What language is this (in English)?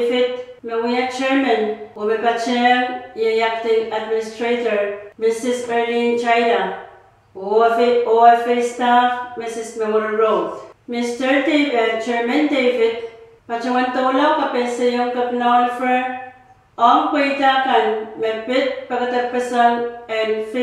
Pohnpeian